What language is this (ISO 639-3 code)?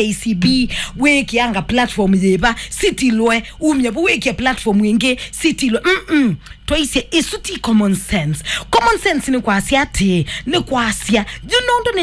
kam